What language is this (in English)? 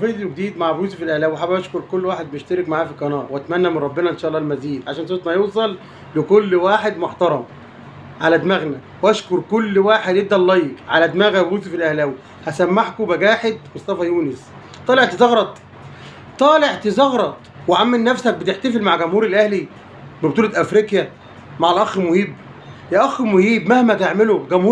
Egyptian Arabic